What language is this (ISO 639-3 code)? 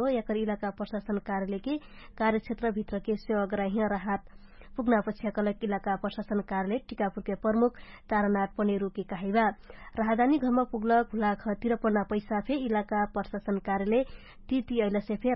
thl